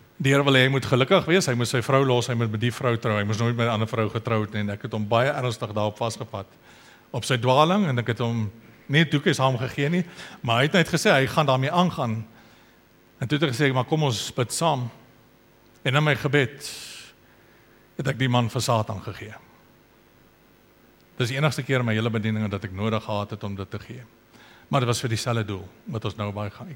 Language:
Afrikaans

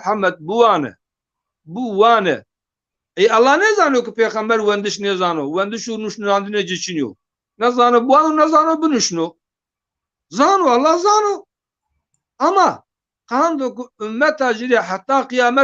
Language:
Zaza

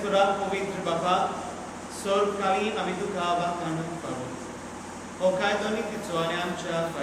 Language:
Konkani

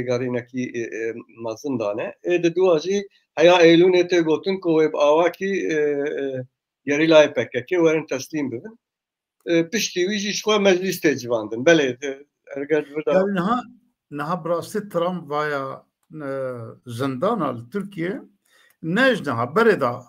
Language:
Kurdish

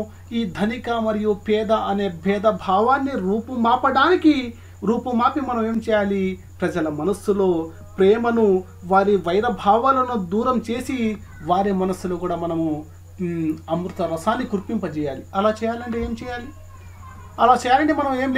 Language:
Telugu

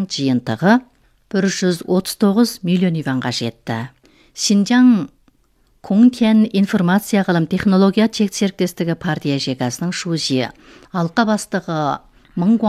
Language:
Kazakh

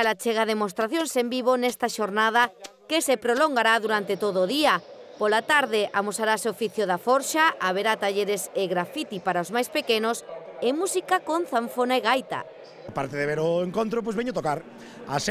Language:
Galician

